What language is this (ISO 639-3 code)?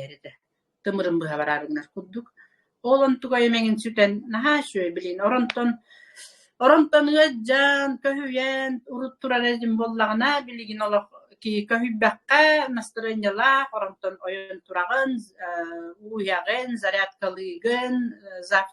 sah